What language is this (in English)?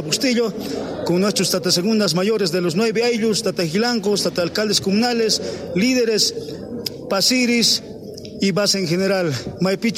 South Bolivian Quechua